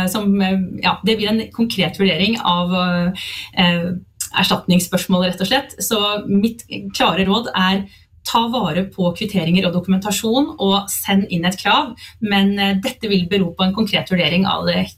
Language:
Norwegian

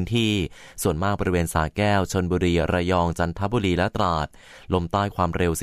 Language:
Thai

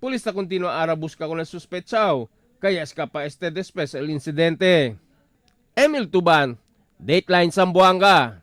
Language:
Chavacano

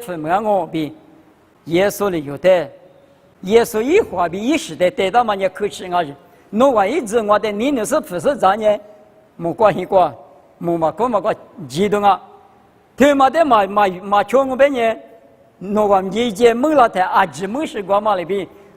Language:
Lisu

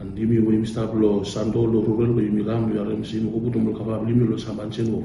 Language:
Bislama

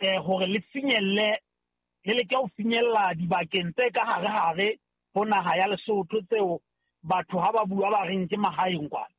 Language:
Southern Sotho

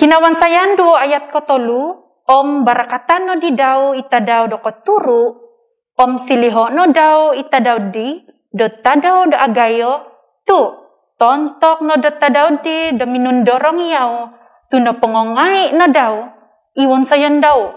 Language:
Central Dusun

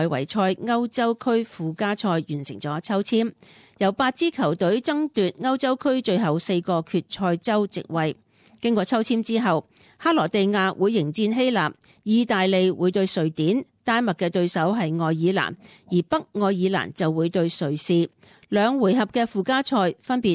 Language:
Cantonese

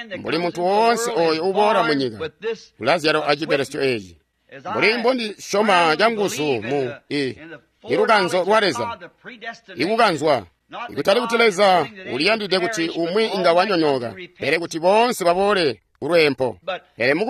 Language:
Tonga (Zambia)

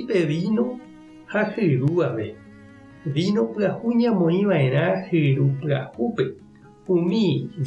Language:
Guarani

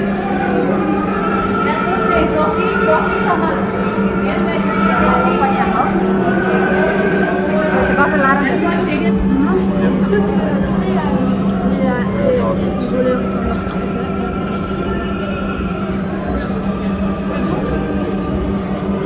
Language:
Indonesian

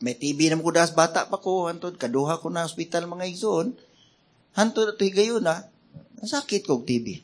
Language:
Cebuano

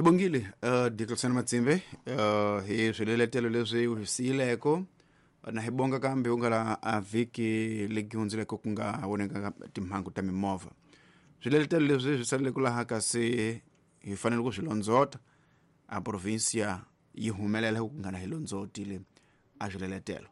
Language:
Tsonga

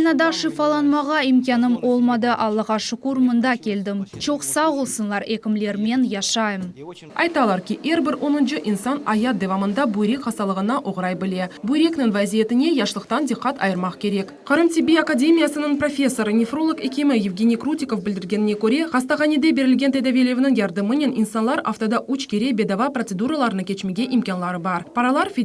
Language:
Crimean Tatar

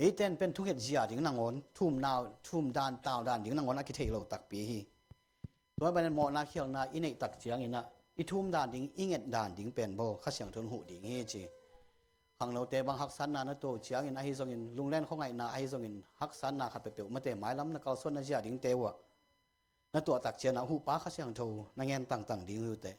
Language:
Tedim Chin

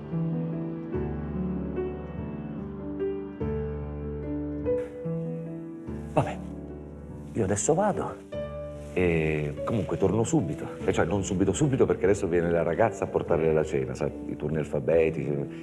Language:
Italian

